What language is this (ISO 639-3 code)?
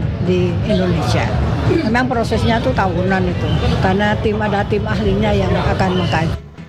ind